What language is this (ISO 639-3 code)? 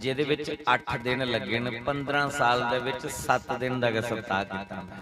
doi